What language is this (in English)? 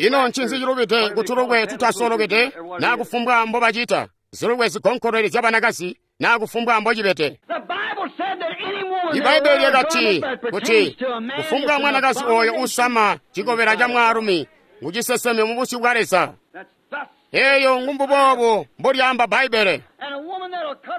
Tonga (Zambia)